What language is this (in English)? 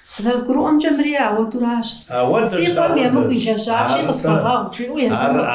Kabardian